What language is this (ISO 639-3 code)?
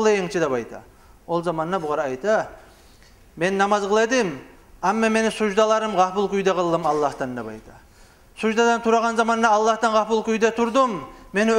kum